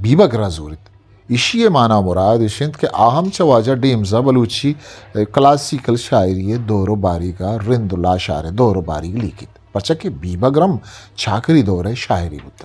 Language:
Eastern Balochi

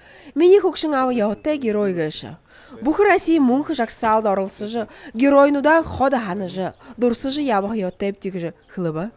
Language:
Buriat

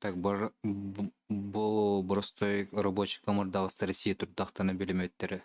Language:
Yakut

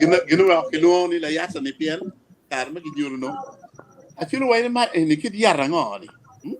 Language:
Acoli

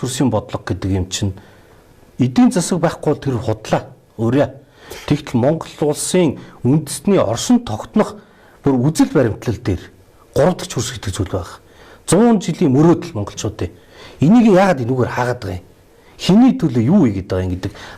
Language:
Mongolian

